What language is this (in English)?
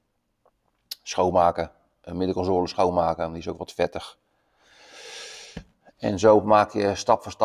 Dutch